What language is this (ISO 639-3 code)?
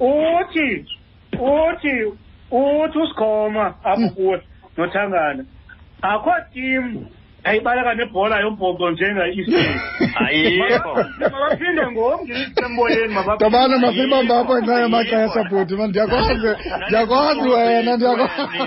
xho